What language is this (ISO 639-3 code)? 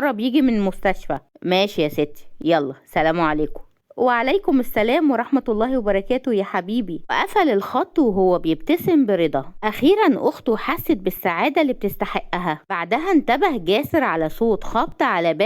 arz